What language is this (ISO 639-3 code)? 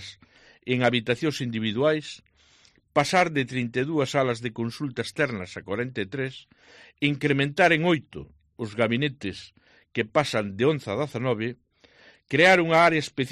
glg